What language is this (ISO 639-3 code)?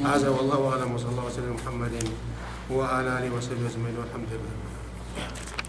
yka